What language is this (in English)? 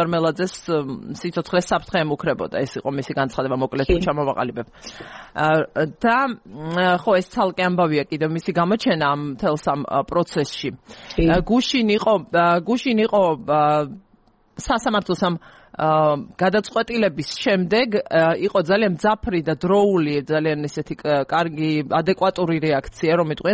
Georgian